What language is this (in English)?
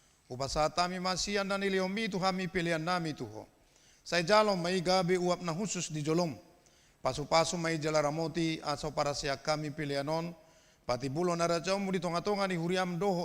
Batak Toba